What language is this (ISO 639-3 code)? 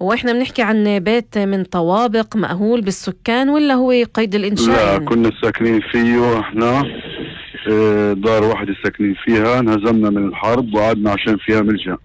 apc